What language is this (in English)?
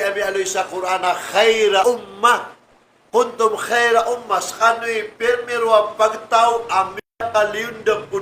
Maranao